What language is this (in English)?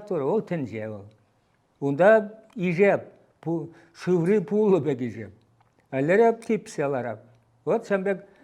Chuvash